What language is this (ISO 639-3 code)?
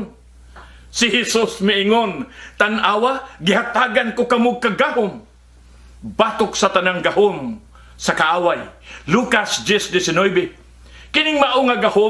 ceb